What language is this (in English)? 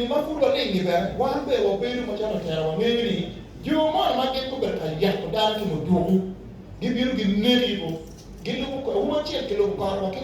Acoli